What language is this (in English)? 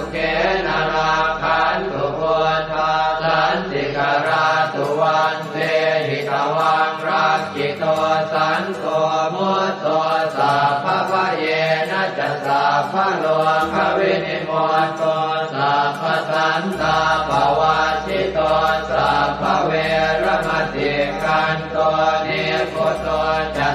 Pali